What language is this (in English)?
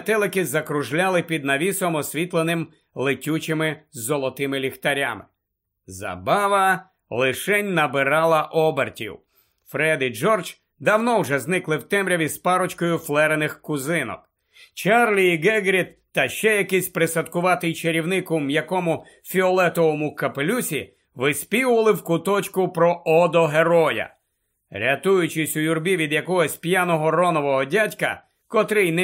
Ukrainian